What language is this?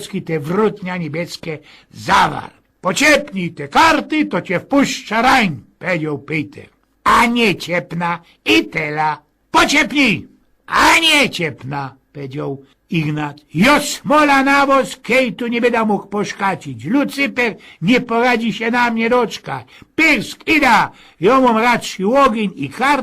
Silesian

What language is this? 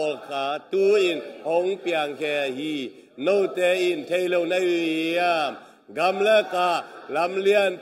Tedim Chin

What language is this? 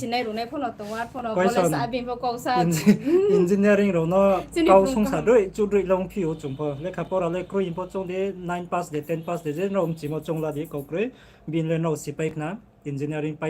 Riang (India)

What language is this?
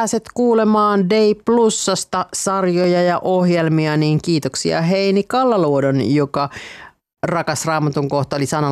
Finnish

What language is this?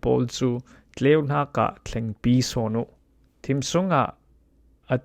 Falam Chin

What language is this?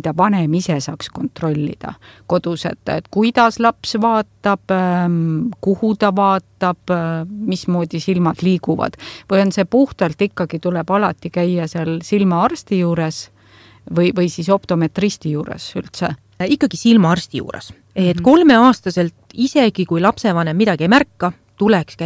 Estonian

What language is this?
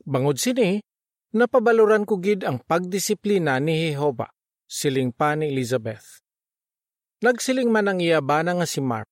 Hiligaynon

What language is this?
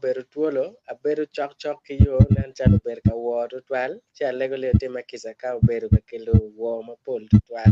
Acoli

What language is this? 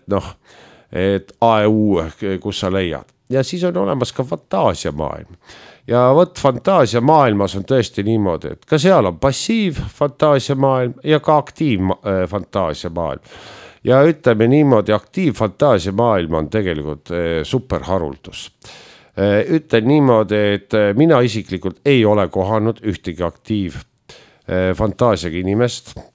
Estonian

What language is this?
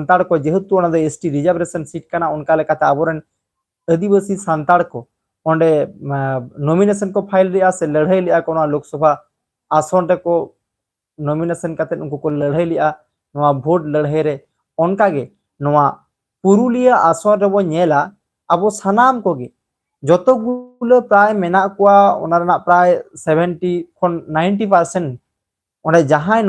Santali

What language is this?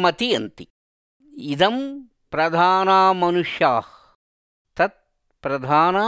Sanskrit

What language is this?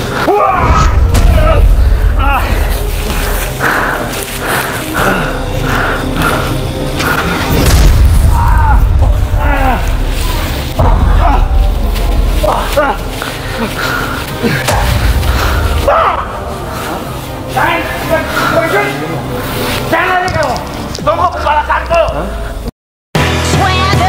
Indonesian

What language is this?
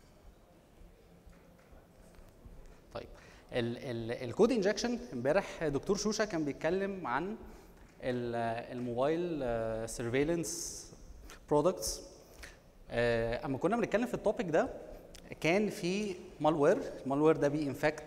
Egyptian Arabic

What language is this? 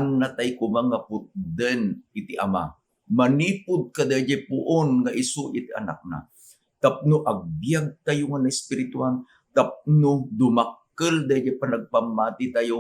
Iloko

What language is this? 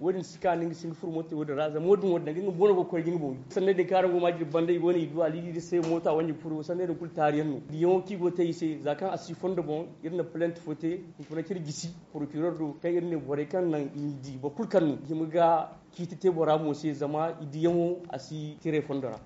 Zarma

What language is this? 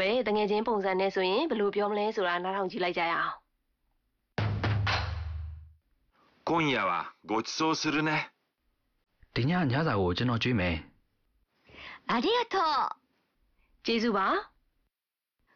Burmese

